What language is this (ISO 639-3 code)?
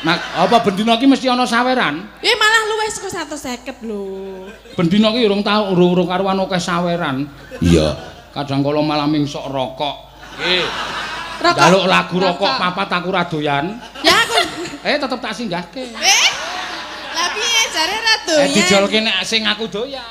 jav